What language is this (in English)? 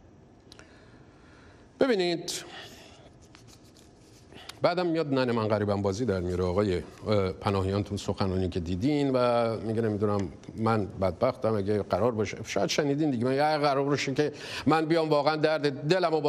Persian